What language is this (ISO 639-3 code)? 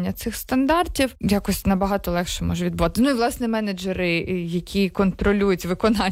ukr